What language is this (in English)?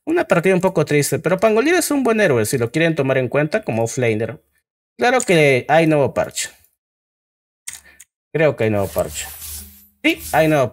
Spanish